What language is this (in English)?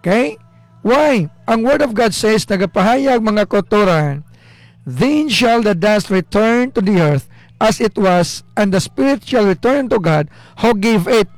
Hiligaynon